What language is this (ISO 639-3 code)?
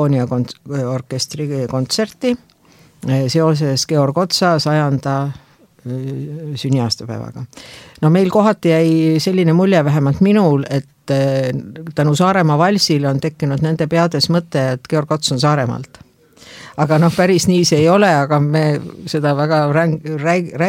est